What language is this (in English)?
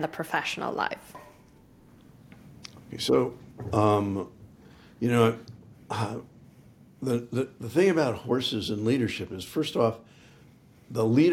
English